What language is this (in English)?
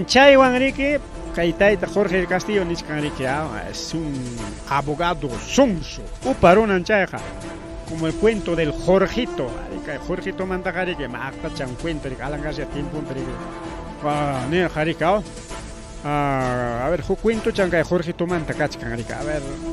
Ayacucho Quechua